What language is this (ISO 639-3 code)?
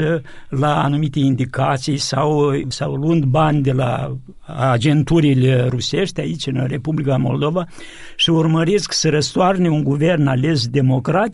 ron